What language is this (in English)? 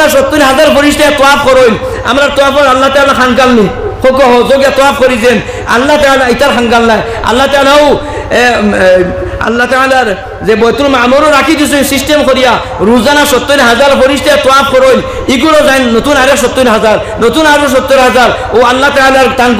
Sylheti